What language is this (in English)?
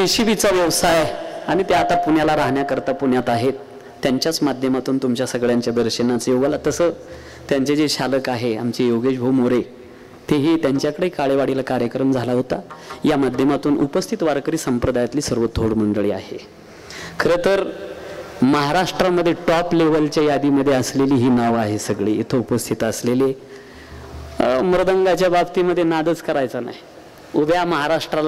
Marathi